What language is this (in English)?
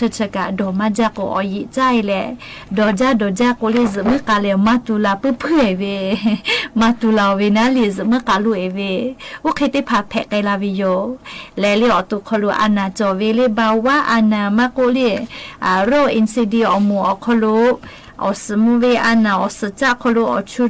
Lahu